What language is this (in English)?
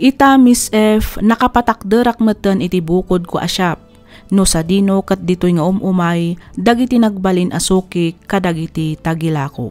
Iloko